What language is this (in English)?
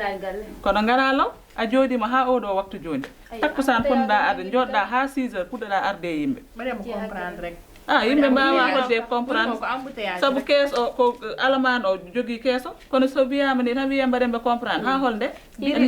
Fula